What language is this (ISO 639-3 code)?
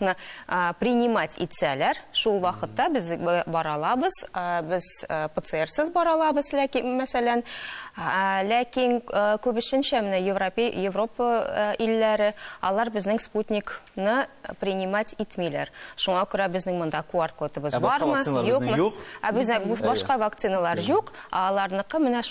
tat